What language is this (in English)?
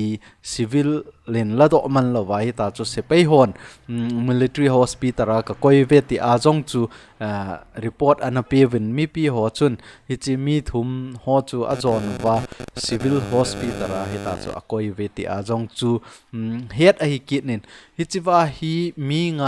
Thado Chin